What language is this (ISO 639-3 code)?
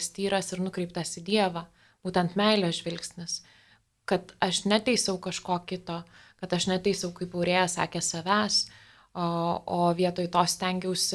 lit